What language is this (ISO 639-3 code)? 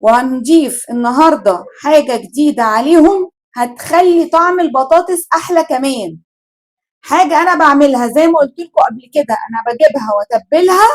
arz